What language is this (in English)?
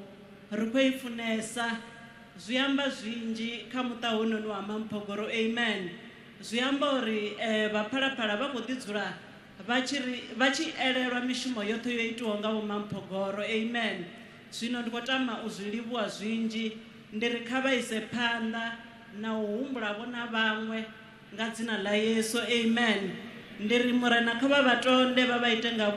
Venda